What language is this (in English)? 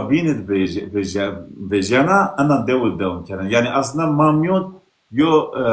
Zaza